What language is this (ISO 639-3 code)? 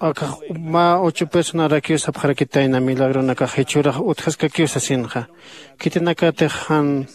aym